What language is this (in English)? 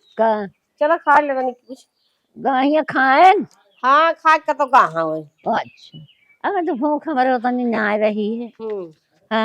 Awadhi